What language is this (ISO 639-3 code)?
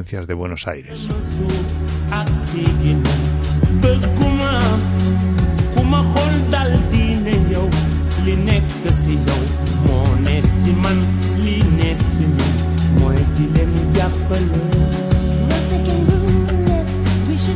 spa